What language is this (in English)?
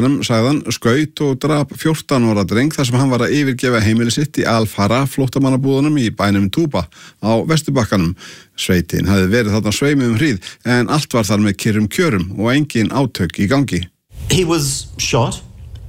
Icelandic